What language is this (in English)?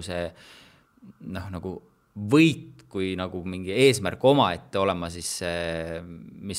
Estonian